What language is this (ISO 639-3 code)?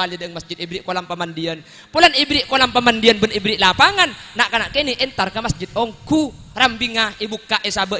mad